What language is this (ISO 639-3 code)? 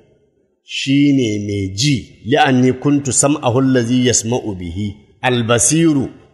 hau